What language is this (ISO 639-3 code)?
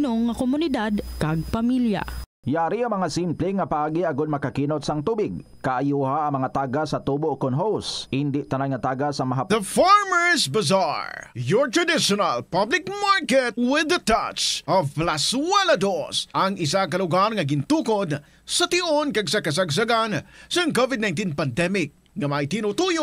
hil